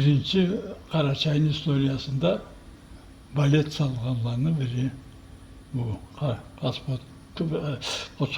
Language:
Karachay-Balkar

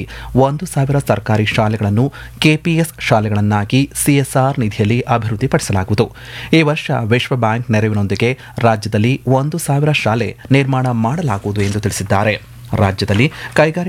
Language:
Kannada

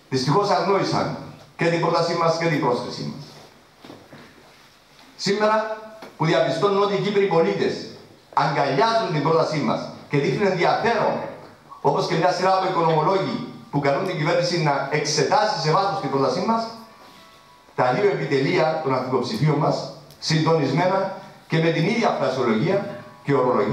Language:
Greek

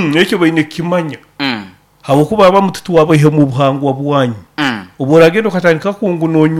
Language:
Nyoro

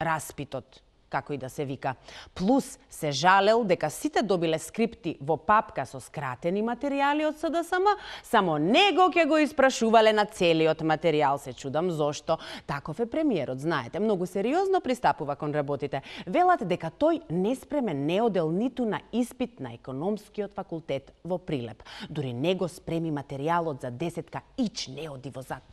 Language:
Macedonian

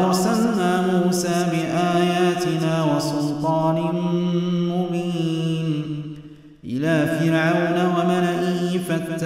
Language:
Arabic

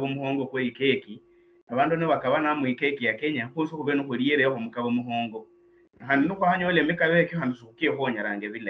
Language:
Luyia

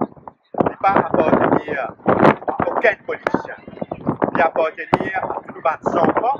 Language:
Morisyen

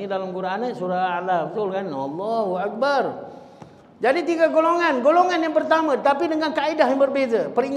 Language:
Malay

